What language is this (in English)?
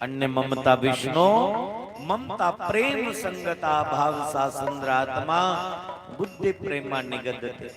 Dogri